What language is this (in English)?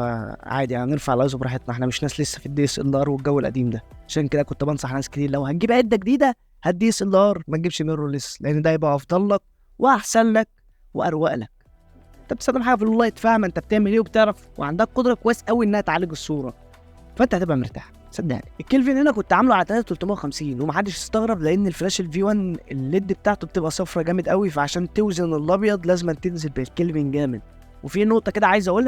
Egyptian Arabic